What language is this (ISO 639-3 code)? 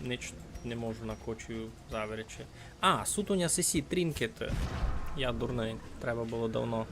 rue